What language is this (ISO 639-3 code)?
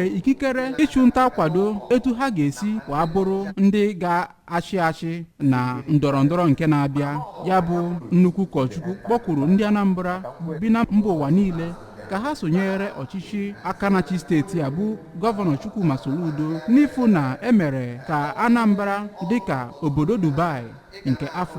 ibo